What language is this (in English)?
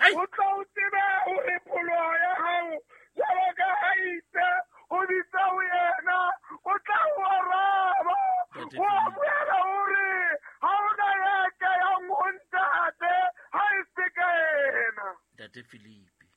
Southern Sotho